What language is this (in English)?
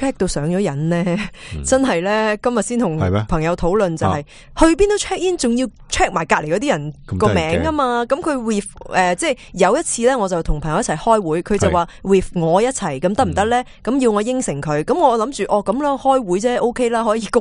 Cantonese